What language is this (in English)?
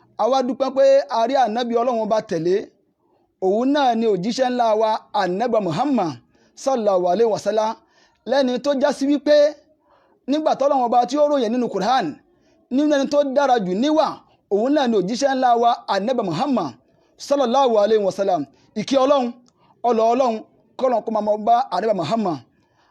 Yoruba